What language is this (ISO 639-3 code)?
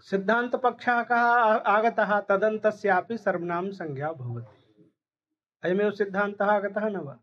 san